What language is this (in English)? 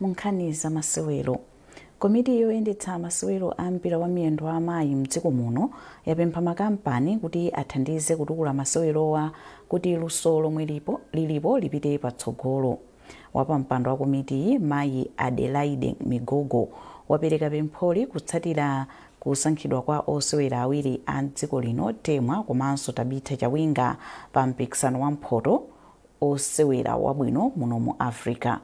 Nyanja